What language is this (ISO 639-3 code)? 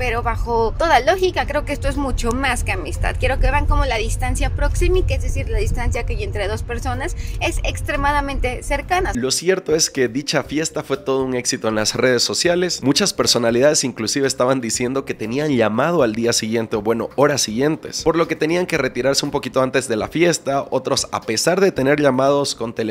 spa